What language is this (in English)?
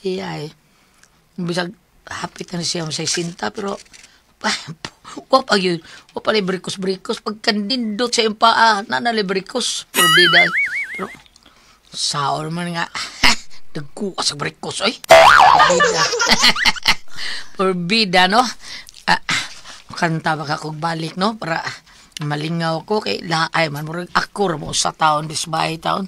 Cebuano